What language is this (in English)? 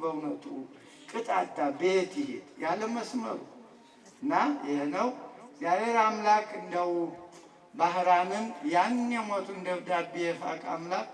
Amharic